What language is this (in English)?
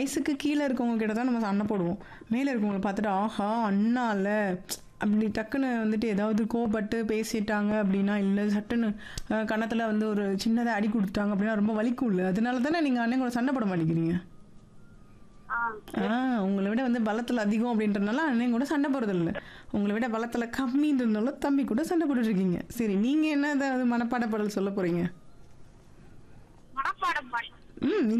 Tamil